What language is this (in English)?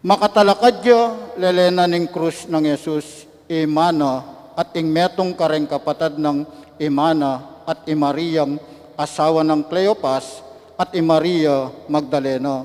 Pampanga